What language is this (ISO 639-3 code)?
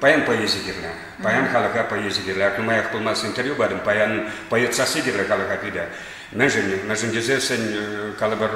chv